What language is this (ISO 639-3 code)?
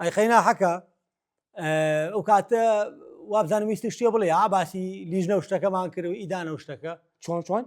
ckb